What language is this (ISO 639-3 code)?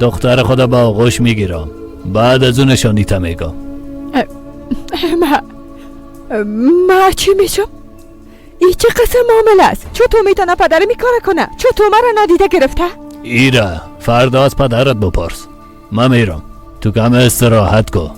fas